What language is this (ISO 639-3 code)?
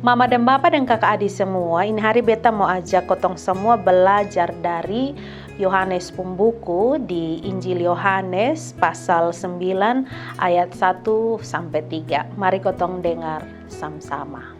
mkn